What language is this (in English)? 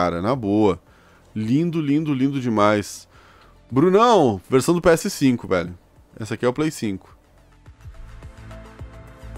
Portuguese